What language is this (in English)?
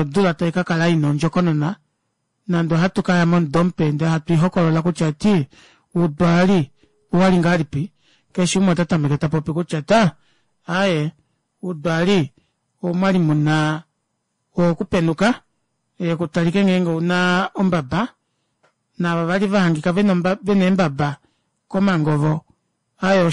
Kuanyama